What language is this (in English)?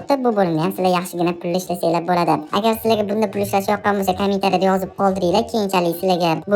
Uzbek